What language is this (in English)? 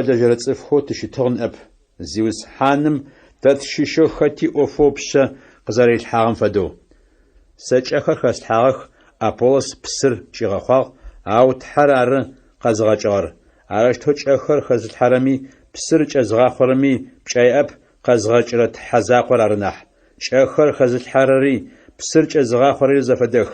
Adyghe